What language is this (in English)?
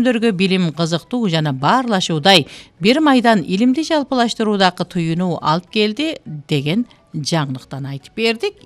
Kyrgyz